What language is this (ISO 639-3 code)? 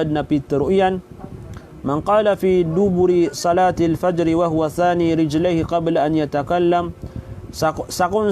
mrw